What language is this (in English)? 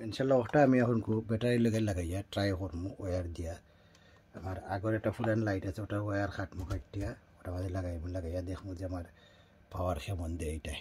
Sylheti